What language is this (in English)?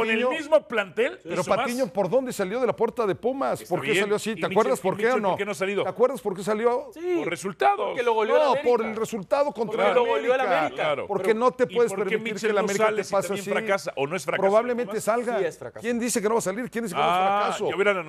Spanish